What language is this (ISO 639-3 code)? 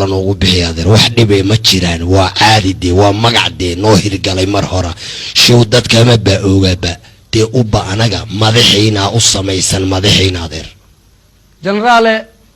som